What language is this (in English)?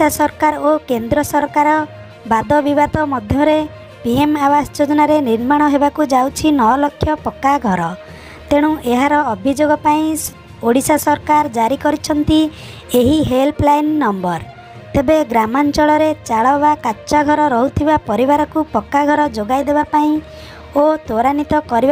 Odia